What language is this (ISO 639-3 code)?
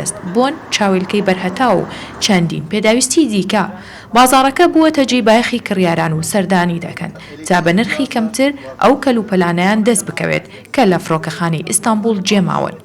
ckb